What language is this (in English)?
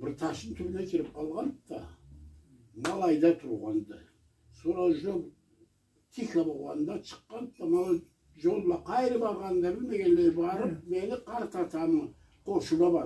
Karachay-Balkar